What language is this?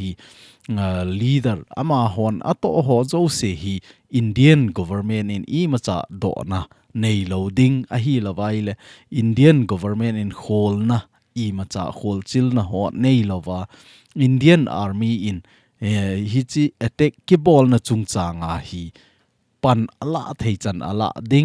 Thado Chin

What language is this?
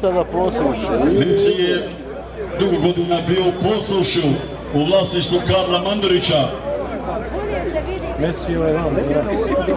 Croatian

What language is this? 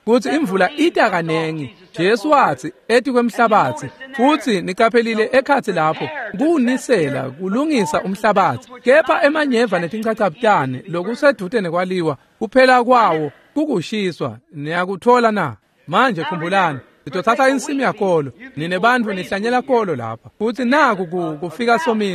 Swati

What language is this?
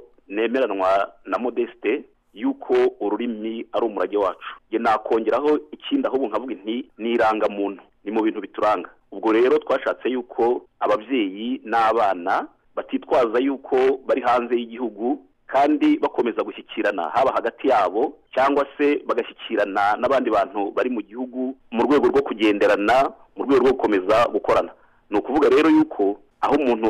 Kinyarwanda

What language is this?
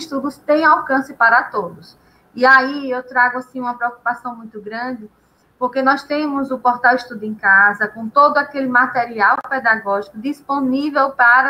Portuguese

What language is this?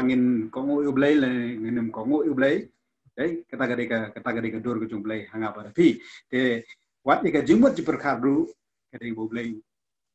Khasi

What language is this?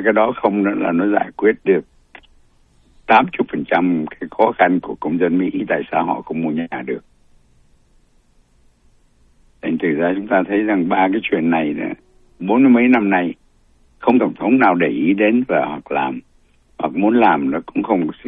Vietnamese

